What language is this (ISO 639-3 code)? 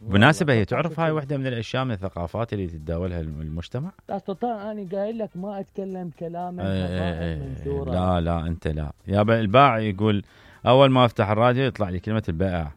acm